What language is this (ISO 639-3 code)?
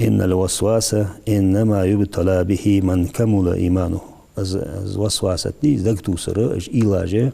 inh